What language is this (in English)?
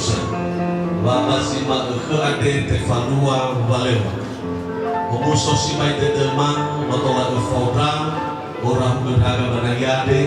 Nias